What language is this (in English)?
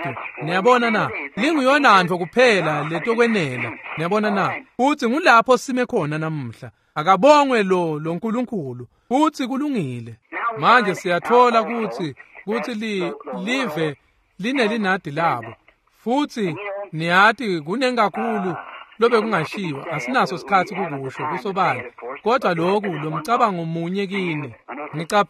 Swati